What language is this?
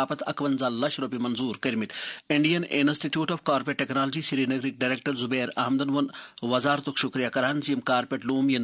Kashmiri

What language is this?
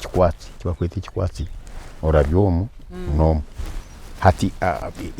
Nyankole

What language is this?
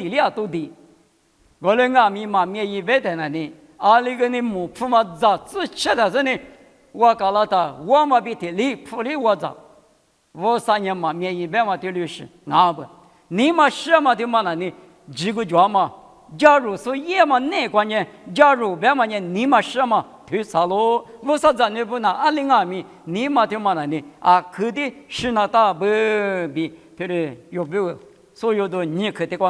Lisu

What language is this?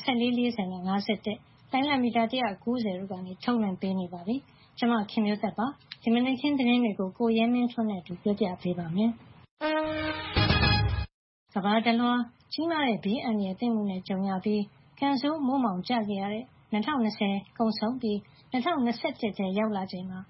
Burmese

